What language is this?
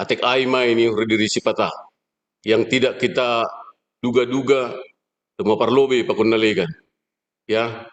Batak Simalungun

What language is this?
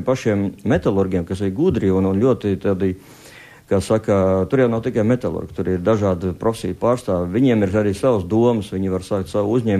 Latvian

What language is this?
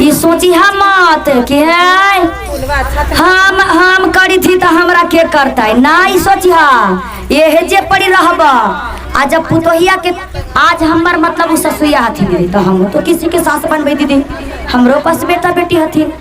Magahi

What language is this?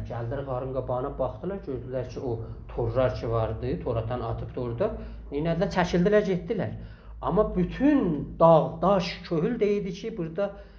South Azerbaijani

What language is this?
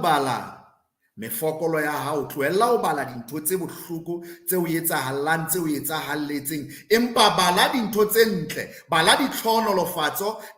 Southern Sotho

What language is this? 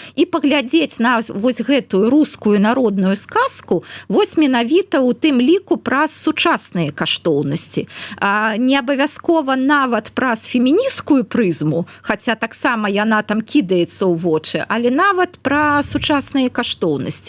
Belarusian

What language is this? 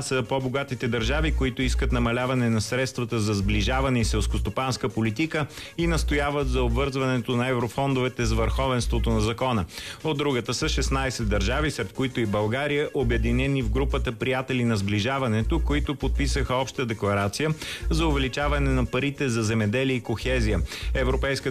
Bulgarian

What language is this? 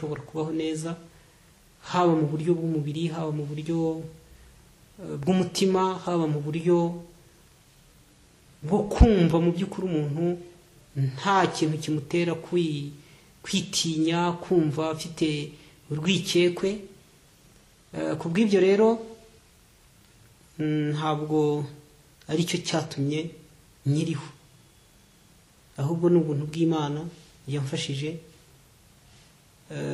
Kinyarwanda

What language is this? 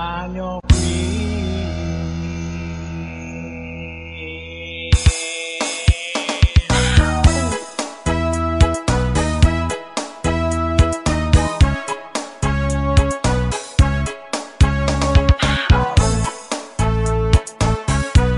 Filipino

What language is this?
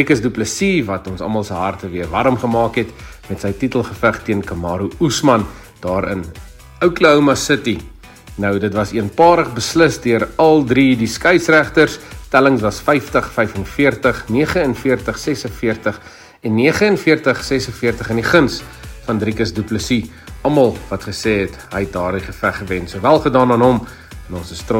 Afrikaans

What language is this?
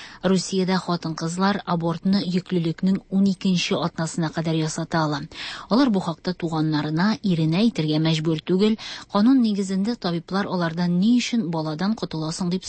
Tatar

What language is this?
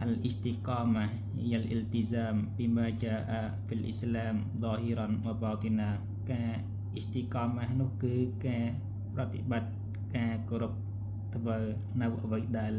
Khmer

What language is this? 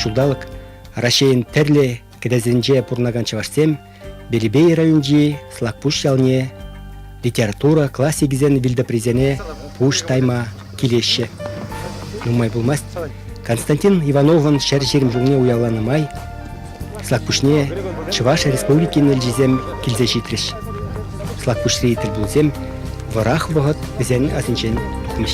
Chuvash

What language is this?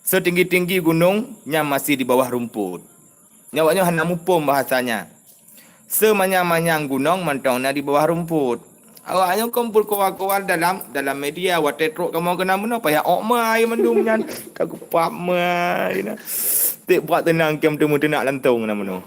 Achinese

